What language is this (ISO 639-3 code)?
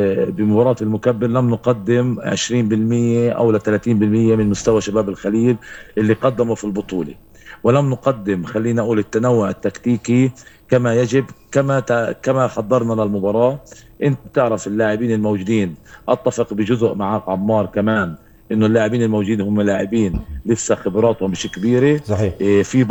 apc